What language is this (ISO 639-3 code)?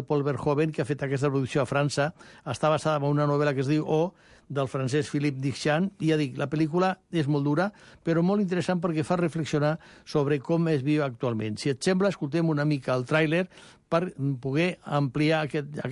cat